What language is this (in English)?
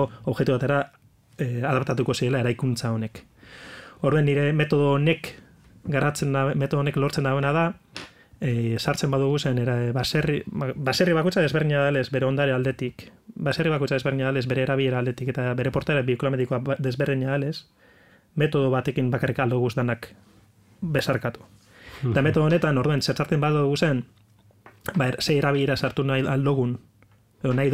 Basque